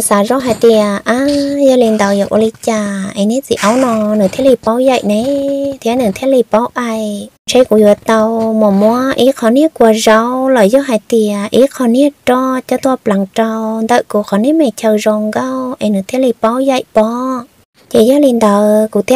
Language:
Vietnamese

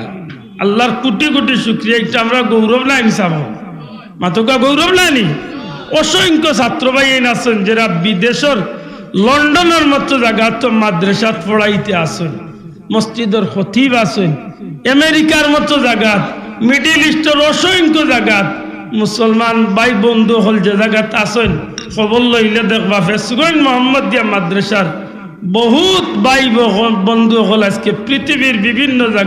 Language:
Sylheti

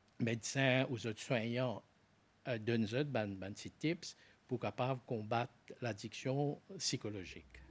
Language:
Morisyen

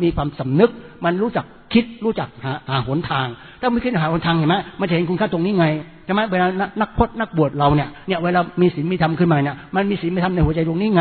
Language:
Thai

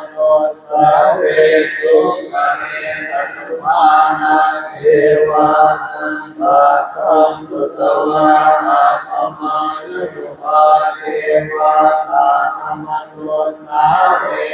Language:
Pali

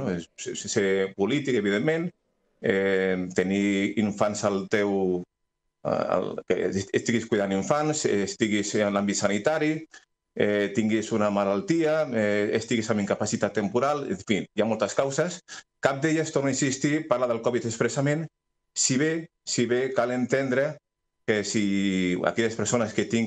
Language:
Catalan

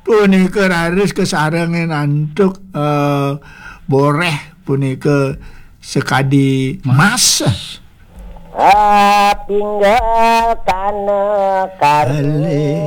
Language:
Balinese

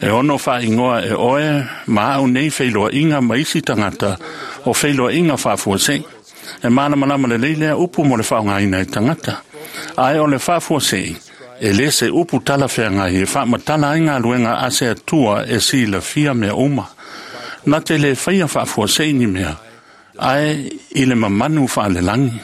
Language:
Samoan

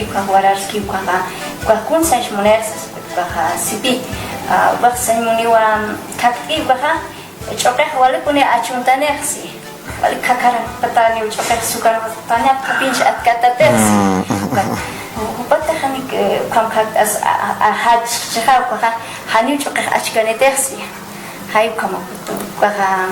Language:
Aymara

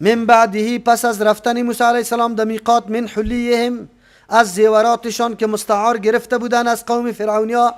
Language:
Persian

